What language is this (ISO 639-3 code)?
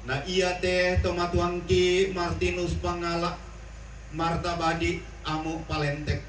sda